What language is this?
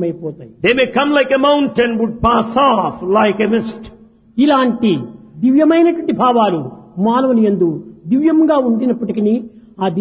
Telugu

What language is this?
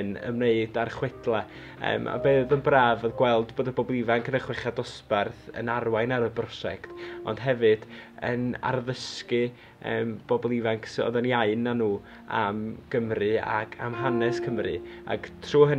Welsh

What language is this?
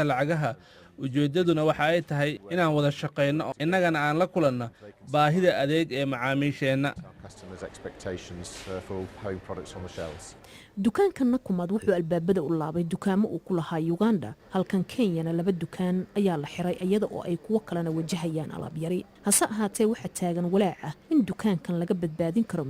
Somali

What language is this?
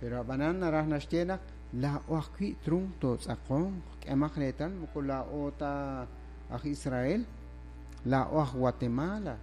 Kekchí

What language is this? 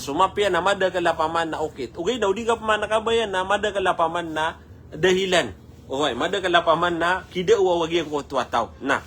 Maranao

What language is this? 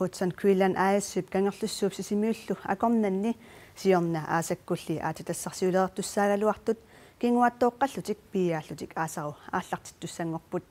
Kalaallisut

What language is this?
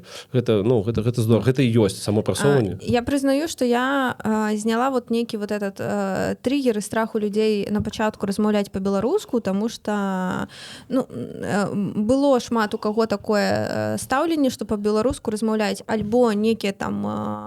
Belarusian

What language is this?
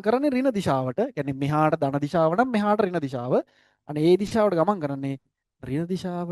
Sinhala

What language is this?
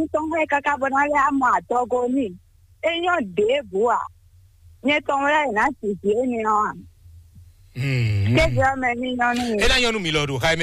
Fon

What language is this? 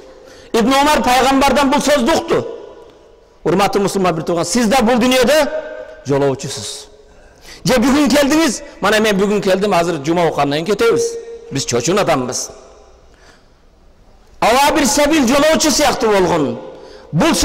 Kyrgyz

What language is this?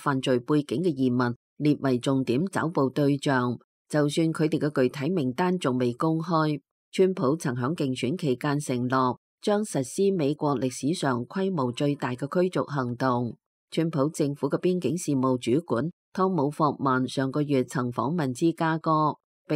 Cantonese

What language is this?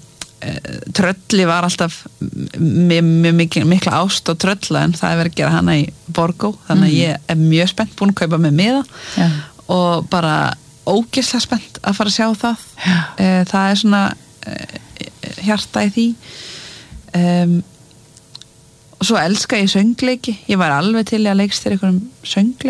Icelandic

